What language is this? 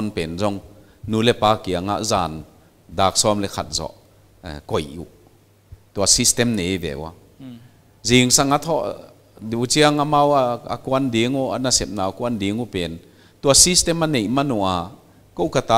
Paite Chin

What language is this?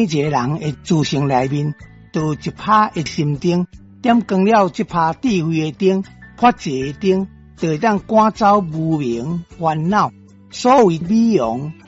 Min Nan Chinese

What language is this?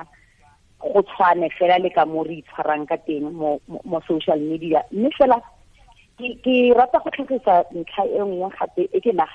Tswana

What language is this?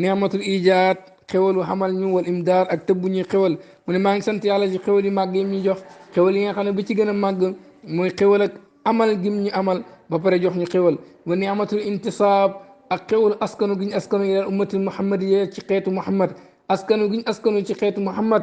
Wolof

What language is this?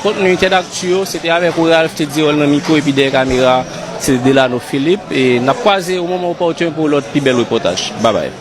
Haitian Creole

